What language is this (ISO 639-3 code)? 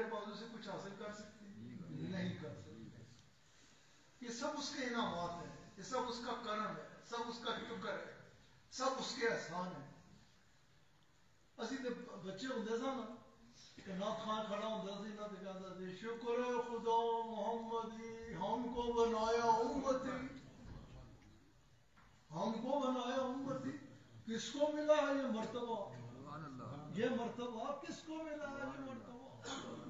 urd